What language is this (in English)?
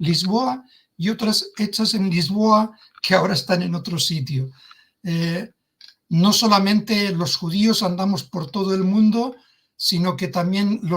Ladino